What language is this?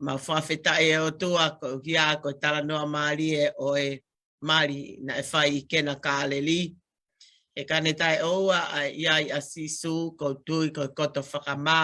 Tongan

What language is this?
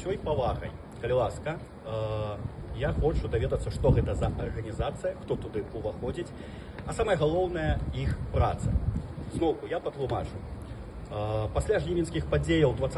Belarusian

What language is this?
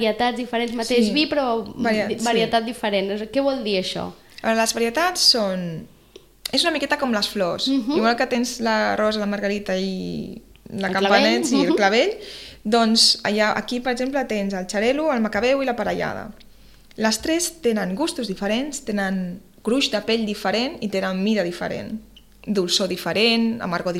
Catalan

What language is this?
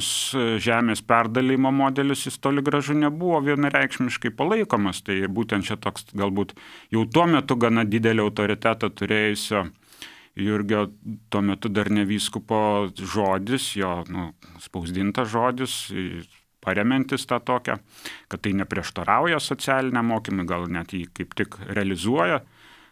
Lithuanian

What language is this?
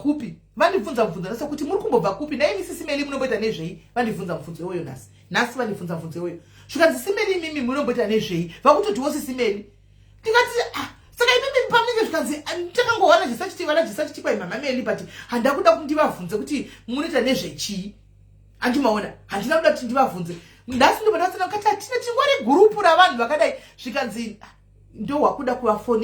Shona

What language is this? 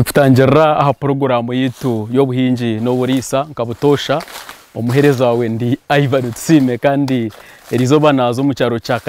Nyankole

